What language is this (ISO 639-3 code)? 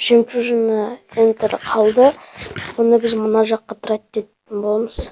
kaz